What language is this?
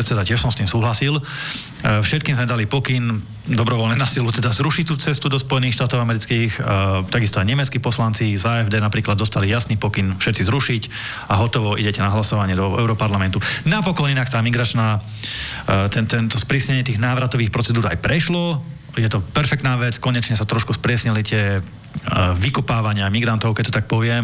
Slovak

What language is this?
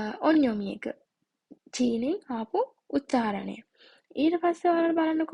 Sinhala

